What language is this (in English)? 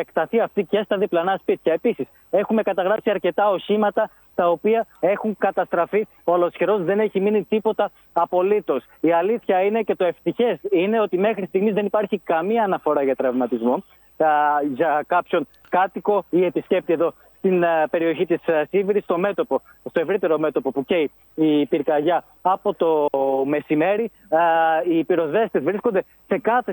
Greek